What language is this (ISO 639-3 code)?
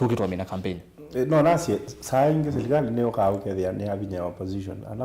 kam